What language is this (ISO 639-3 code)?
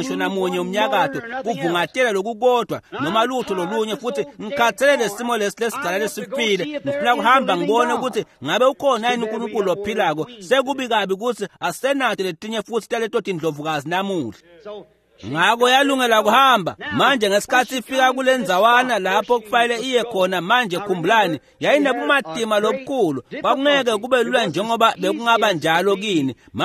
ssw